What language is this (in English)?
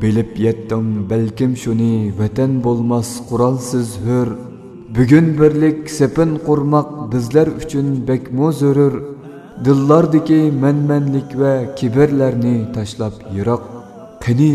Uyghur